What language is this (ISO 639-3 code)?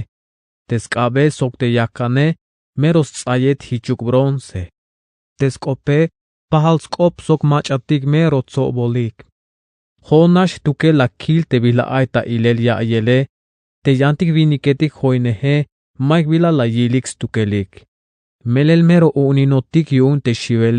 tzh